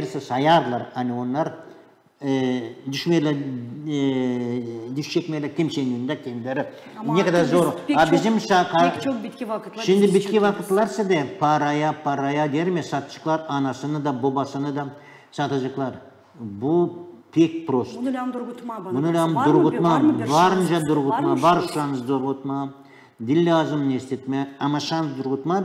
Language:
Gagauz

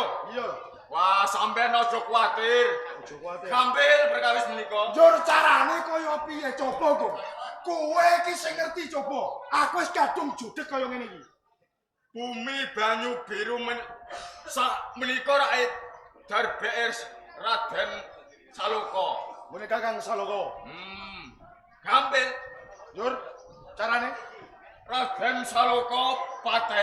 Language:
Javanese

